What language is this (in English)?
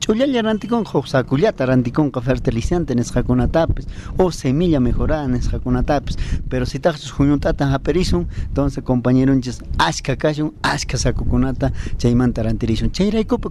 South Bolivian Quechua